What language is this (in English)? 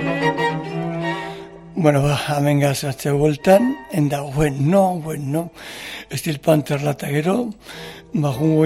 Basque